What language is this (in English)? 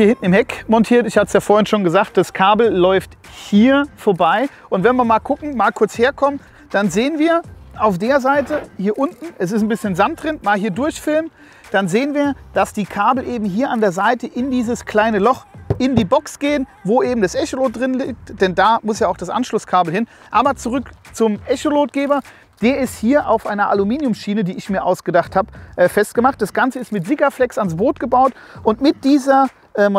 German